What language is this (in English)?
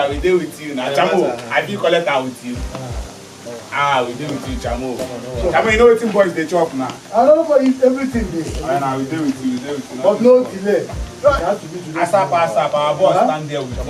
Nigerian Pidgin